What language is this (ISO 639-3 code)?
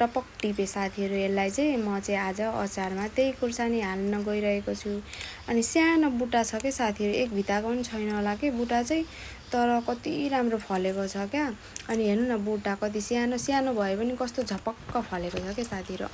nep